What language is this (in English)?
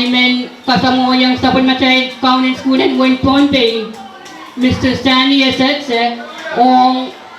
Pohnpeian